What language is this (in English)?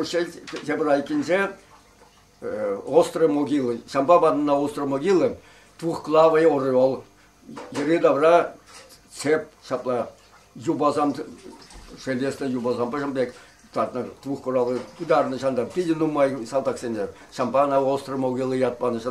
Chuvash